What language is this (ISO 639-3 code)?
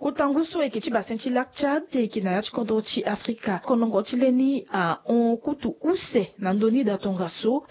sag